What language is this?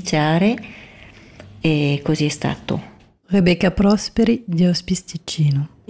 Italian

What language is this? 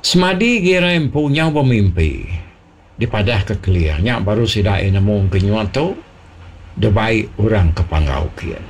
Iban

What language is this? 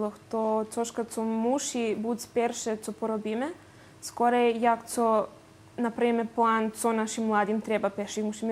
Rusyn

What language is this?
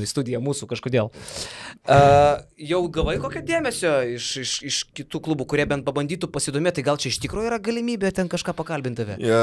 Lithuanian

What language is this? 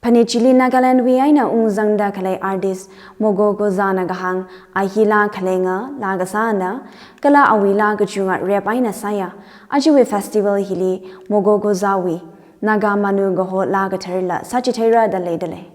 Tangkhul Naga (India)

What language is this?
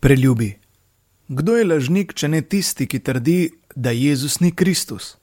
Slovenian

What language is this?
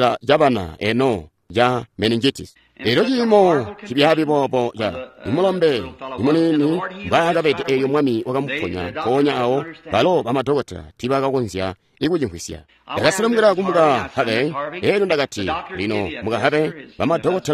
Tonga (Zambia)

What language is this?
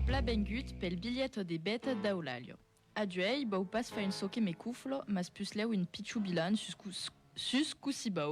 Occitan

